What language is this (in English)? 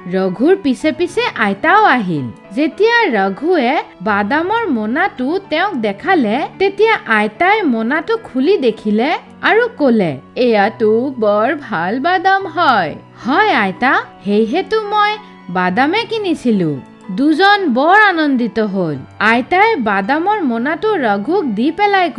Assamese